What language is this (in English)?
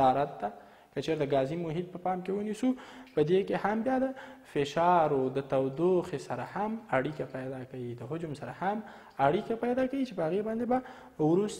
Pashto